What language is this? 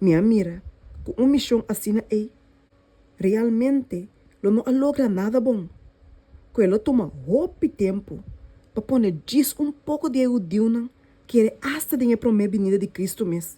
Papiamento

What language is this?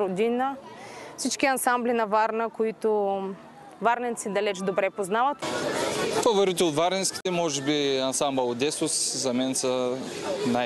Bulgarian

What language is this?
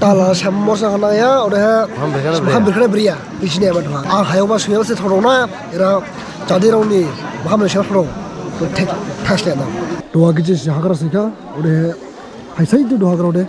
Dimasa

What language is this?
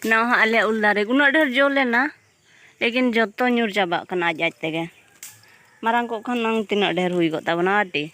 Santali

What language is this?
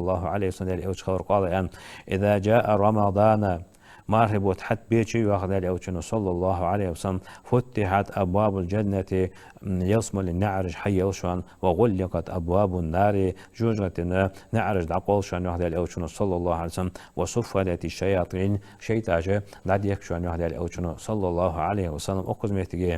Ingush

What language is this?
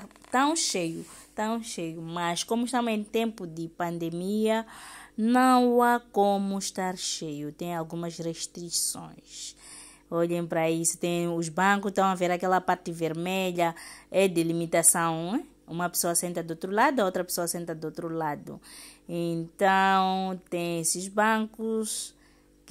Portuguese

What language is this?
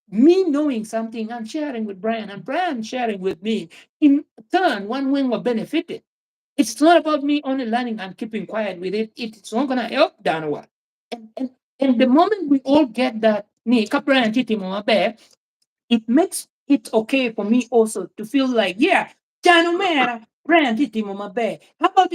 Acoli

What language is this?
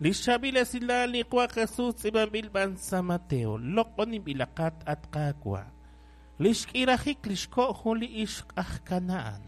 Kekchí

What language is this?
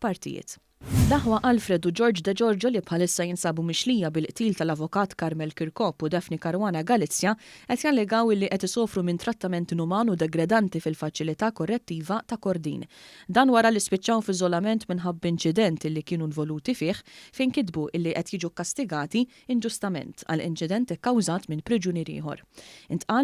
Maltese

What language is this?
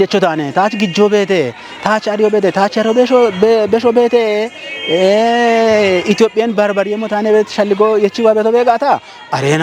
Kafa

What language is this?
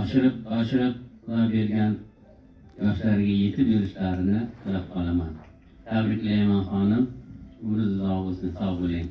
Uzbek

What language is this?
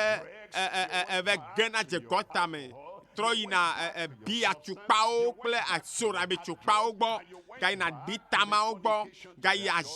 Ewe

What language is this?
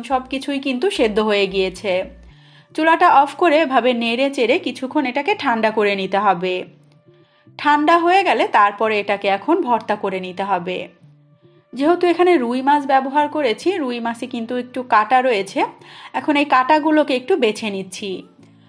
Bangla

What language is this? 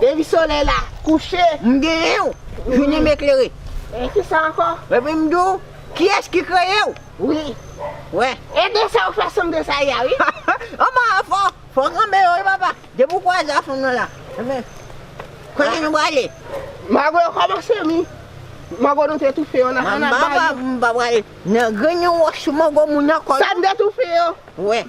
Haitian Creole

